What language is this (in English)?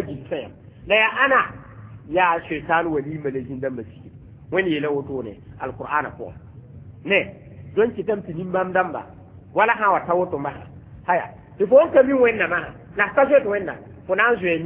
Mossi